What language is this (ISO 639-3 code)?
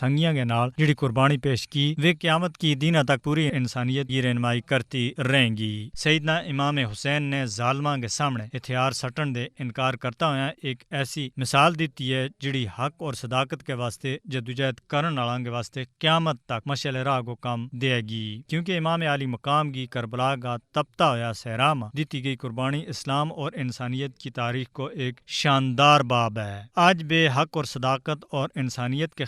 gju